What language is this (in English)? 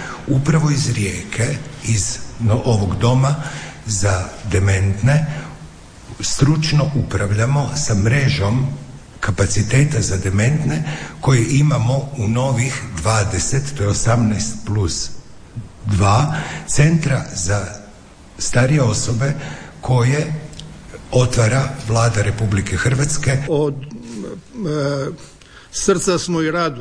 Croatian